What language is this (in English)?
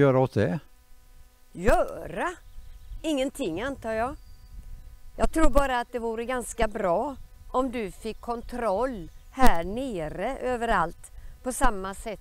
Swedish